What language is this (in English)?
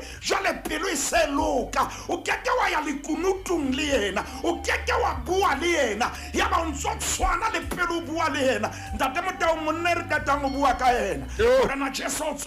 Southern Sotho